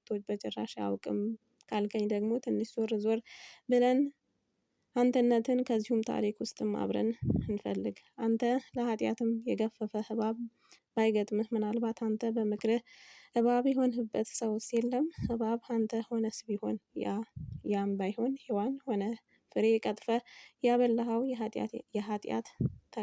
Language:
Amharic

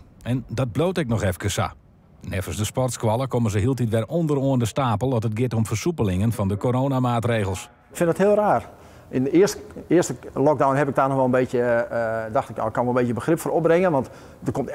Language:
Western Frisian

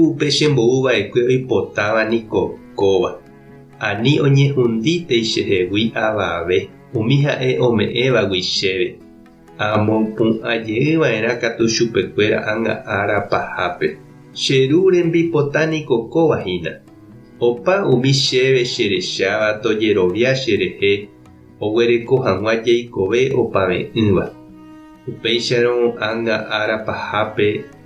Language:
Guarani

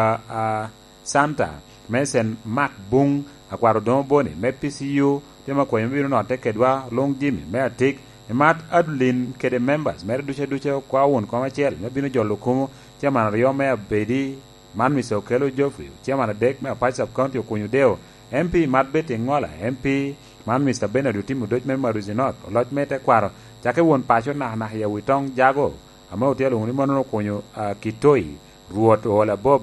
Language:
Lango (Uganda)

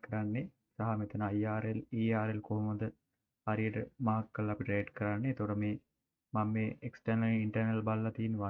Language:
Sinhala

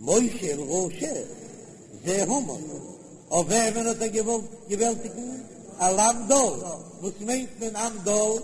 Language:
Yiddish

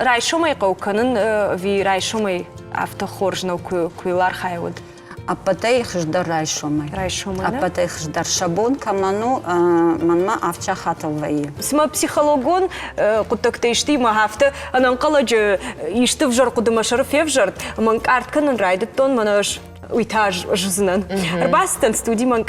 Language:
Ossetic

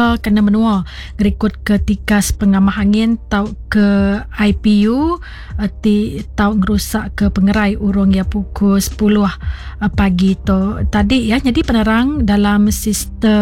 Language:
Iban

